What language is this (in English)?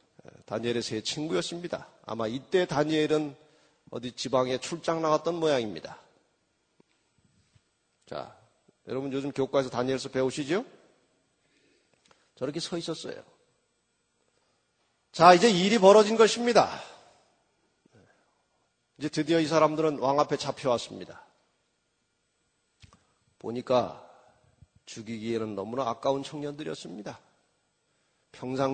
Korean